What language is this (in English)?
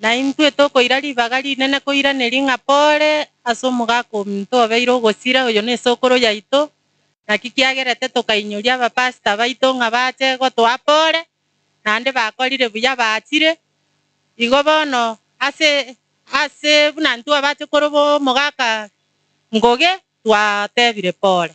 Gusii